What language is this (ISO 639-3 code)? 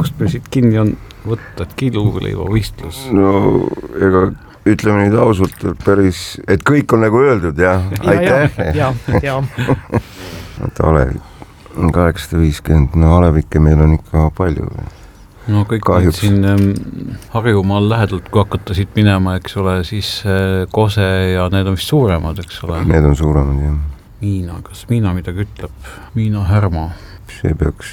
est